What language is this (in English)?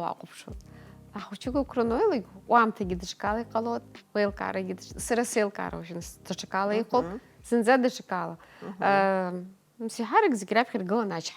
Abkhazian